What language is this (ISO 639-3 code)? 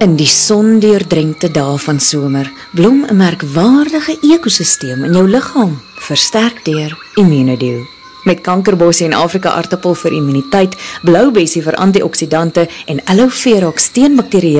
afr